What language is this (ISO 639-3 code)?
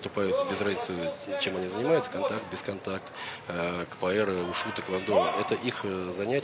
rus